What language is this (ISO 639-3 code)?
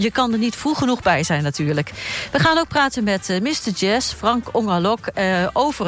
nld